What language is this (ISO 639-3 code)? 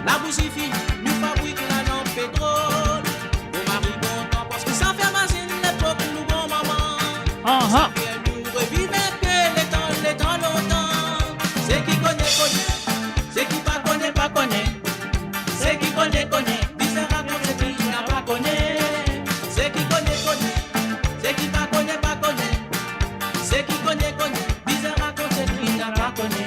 mfe